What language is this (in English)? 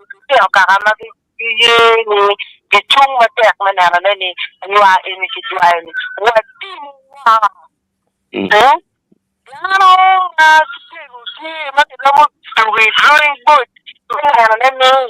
Acoli